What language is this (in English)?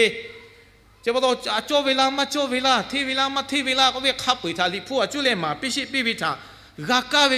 Lahu